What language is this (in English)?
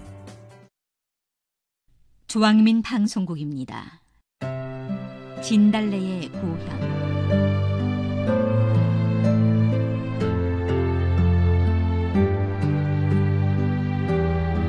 Korean